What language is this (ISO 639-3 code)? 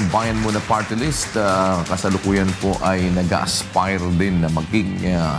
fil